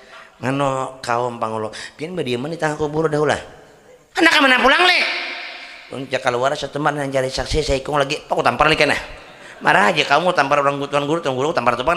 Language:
Banjar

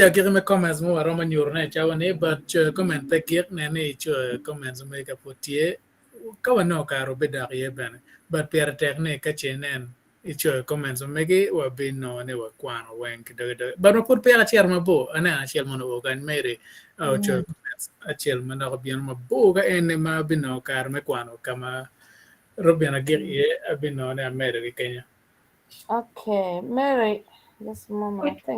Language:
Acoli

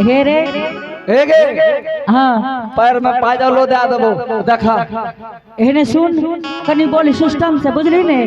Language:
Angika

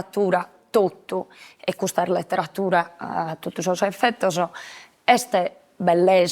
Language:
Sardinian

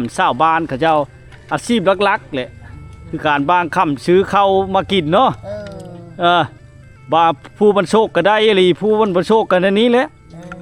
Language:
Lao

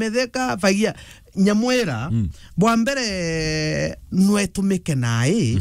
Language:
Meru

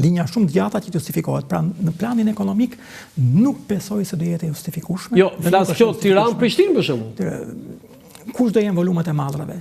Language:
Albanian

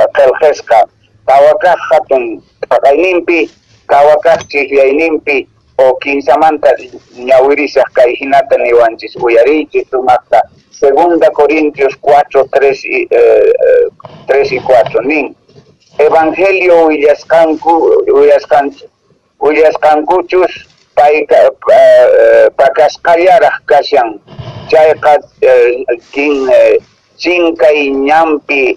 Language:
Quechua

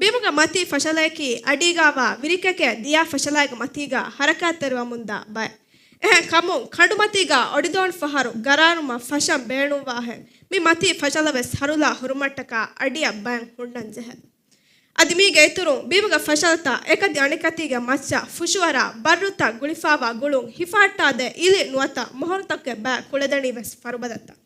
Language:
Divehi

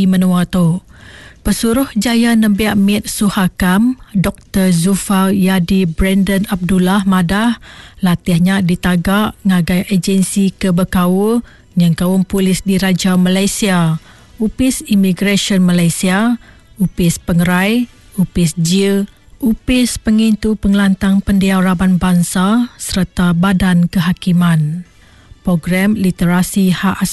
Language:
Iban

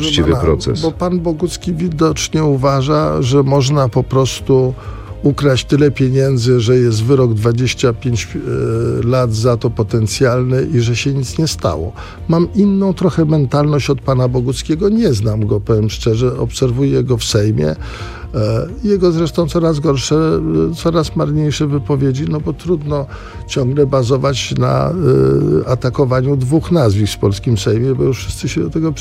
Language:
Polish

